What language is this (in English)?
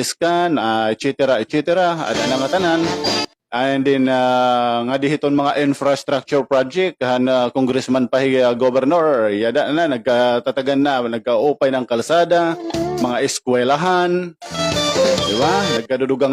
Waray